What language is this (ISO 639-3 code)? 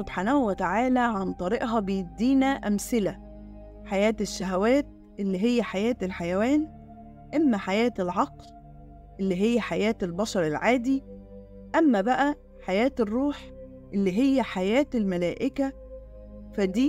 arz